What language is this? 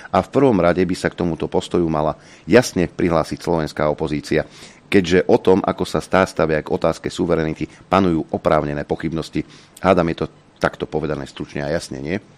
Slovak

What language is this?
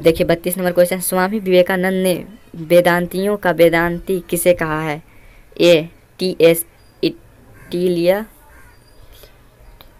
Hindi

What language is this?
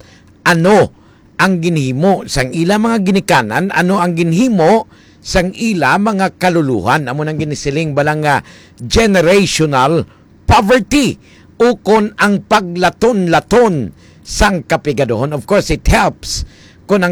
Hiligaynon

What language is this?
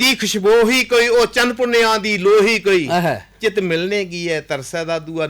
Dogri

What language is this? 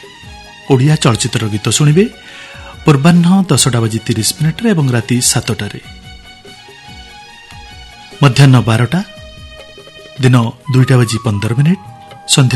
Odia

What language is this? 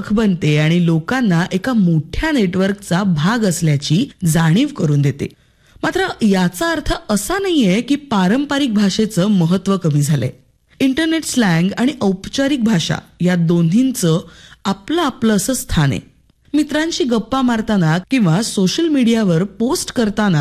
Marathi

